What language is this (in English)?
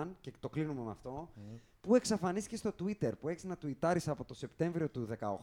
Greek